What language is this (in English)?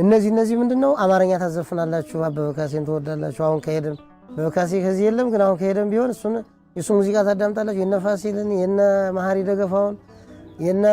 Amharic